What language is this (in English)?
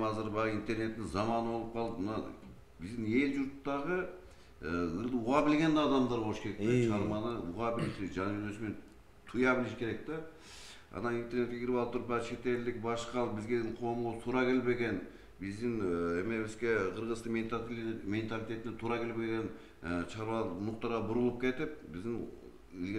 Kyrgyz